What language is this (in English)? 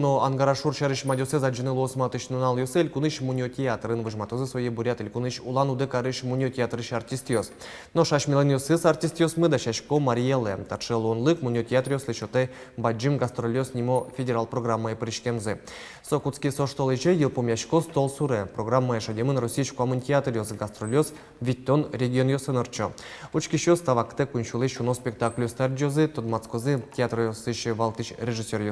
Udmurt